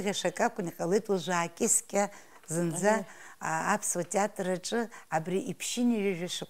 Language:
Abkhazian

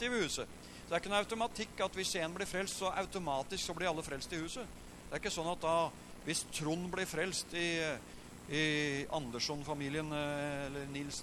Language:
Norwegian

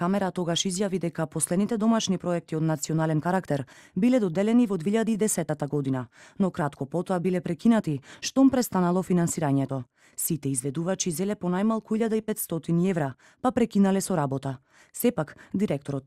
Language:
Macedonian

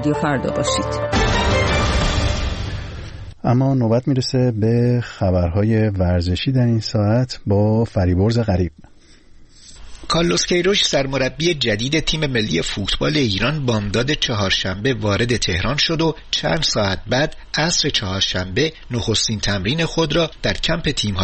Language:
Persian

